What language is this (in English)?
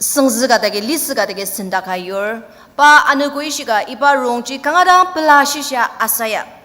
Ao Naga